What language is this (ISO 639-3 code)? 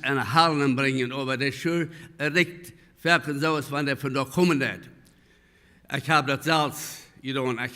pdt